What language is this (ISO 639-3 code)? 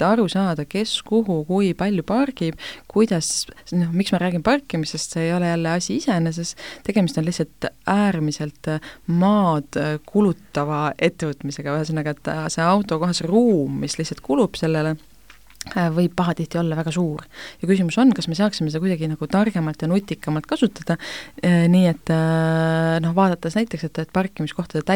est